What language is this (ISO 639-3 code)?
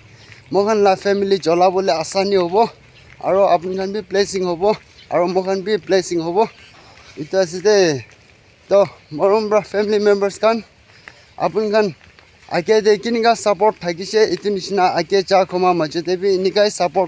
nag